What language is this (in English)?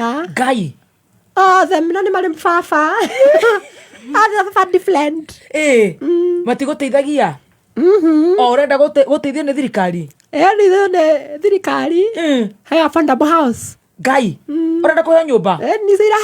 Kikuyu